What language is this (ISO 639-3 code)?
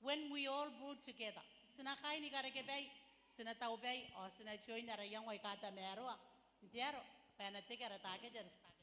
gil